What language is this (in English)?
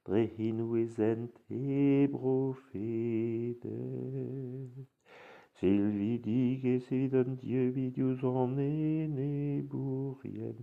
Breton